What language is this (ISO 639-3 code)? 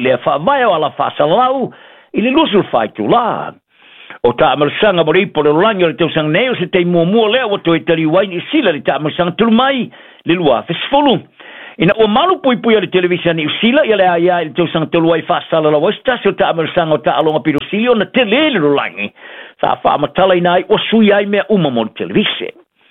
smo